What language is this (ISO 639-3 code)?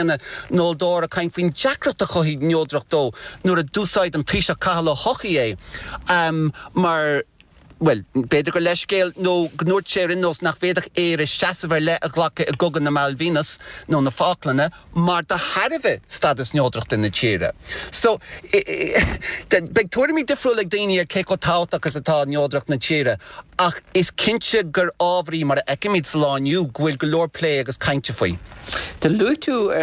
gle